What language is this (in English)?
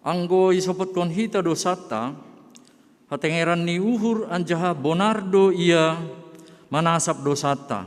Batak Simalungun